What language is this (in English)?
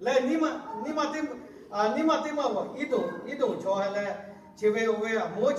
Lahu